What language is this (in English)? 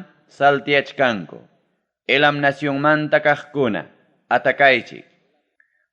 Ayacucho Quechua